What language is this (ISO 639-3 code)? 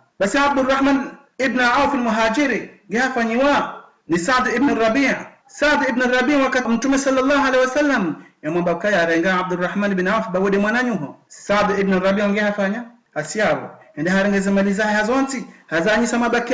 zdj